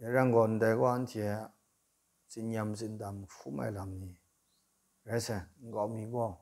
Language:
Kachin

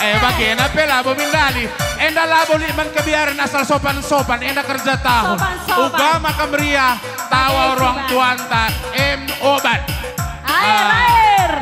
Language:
Batak Karo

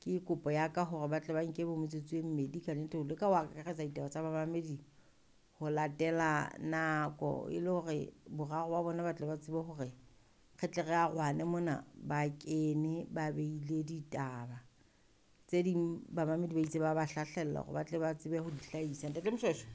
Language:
Southern Sotho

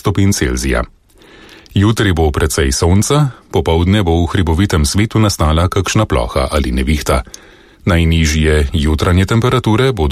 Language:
Slovenian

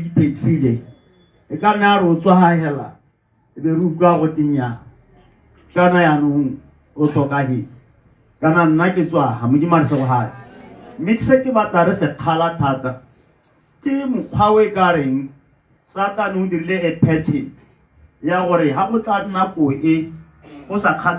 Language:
Tswana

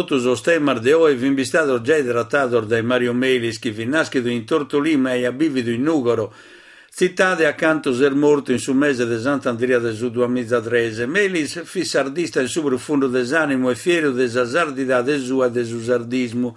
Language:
Sardinian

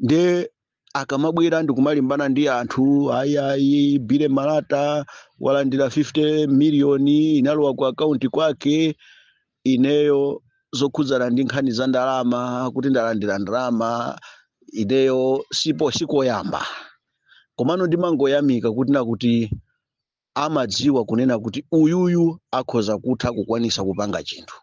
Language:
Nyanja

